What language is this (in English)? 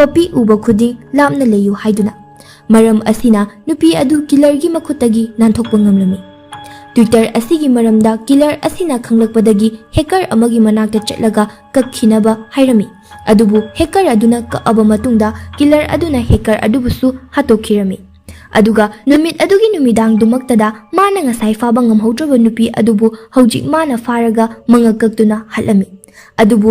Manipuri